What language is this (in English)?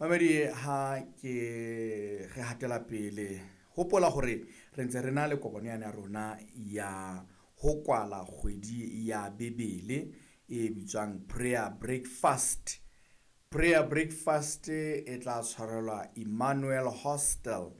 Southern Sotho